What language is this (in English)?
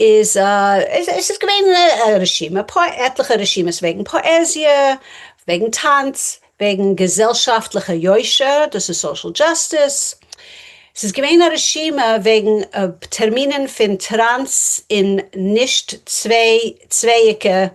Yiddish